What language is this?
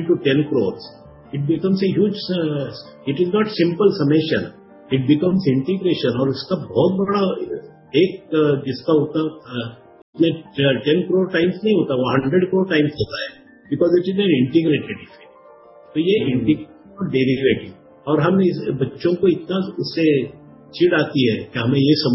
Hindi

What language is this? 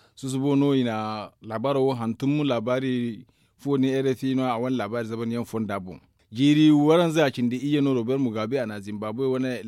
Zarma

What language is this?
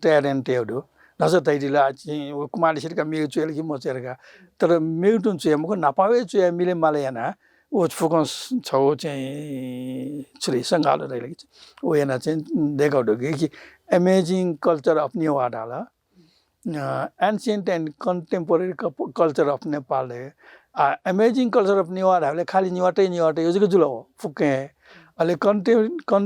Newari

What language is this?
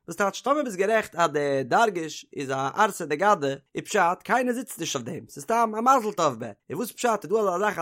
Yiddish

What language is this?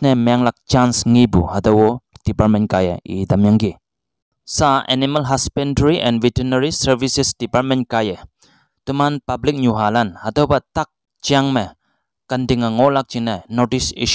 Konyak Naga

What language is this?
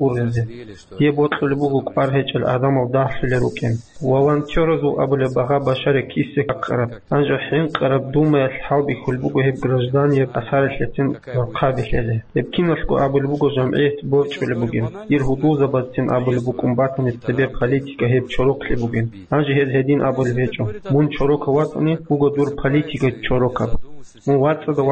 Avaric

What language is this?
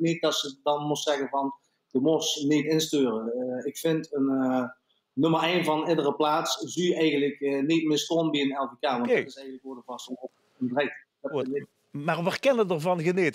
Limburgish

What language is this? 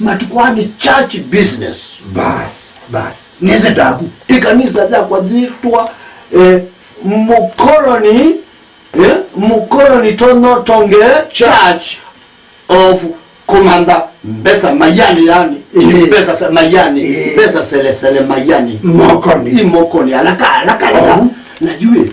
Kamba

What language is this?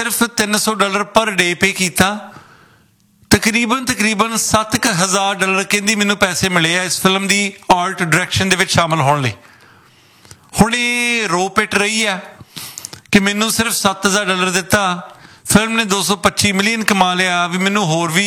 Punjabi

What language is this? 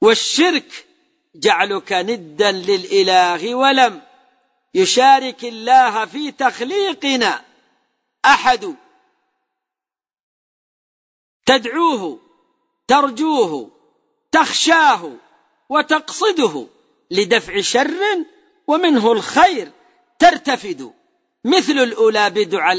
Arabic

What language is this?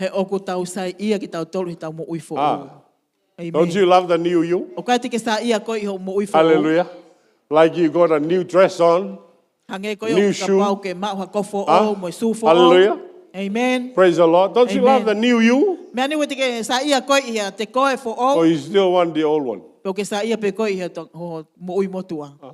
Tongan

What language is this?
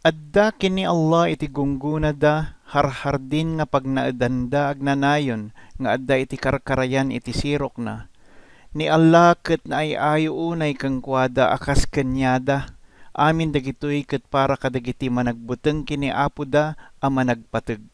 Iloko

